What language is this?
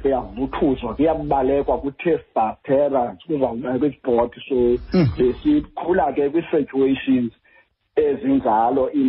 Xhosa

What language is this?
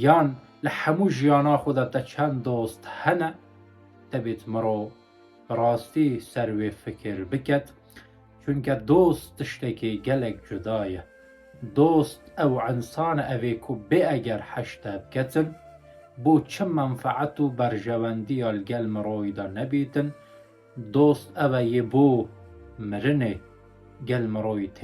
Kurdish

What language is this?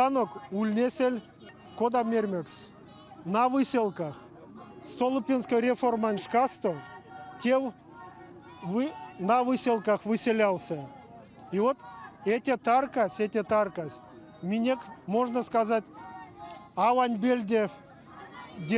Erzya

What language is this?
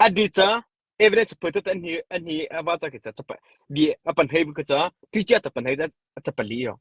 Mara Chin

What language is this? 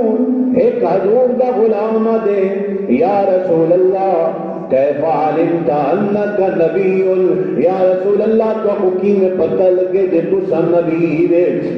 Saraiki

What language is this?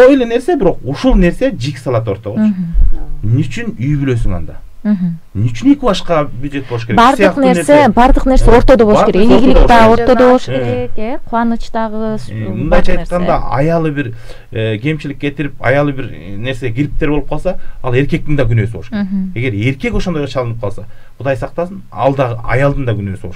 Kyrgyz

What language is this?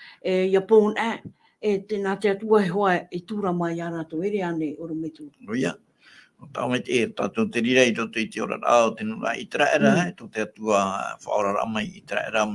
Tahitian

